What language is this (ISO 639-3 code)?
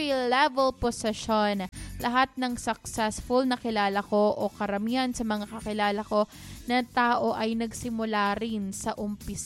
fil